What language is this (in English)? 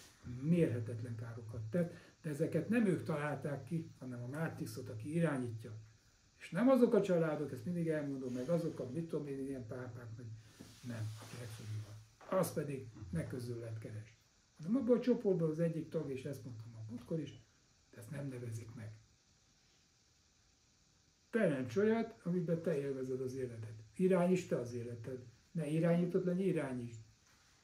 Hungarian